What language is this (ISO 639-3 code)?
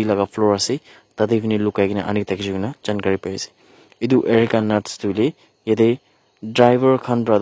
nag